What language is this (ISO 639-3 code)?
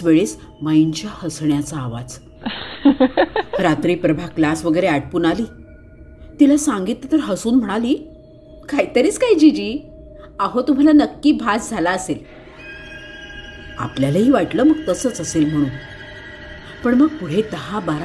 mar